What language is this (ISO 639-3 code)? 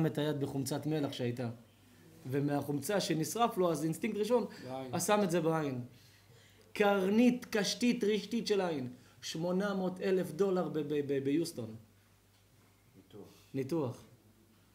heb